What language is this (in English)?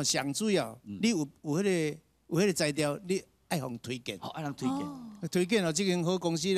Min Nan Chinese